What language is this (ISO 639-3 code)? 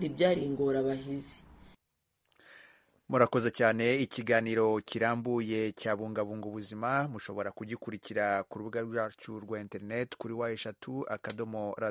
kin